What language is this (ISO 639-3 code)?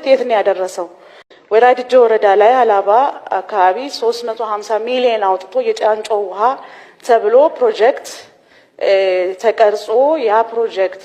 amh